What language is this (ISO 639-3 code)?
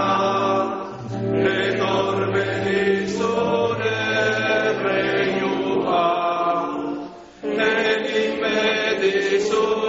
eus